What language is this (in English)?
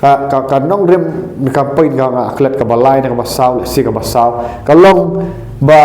Khasi